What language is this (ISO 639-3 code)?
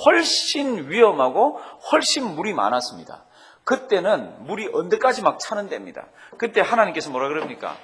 kor